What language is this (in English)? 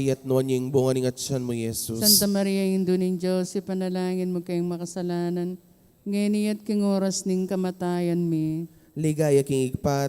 Pampanga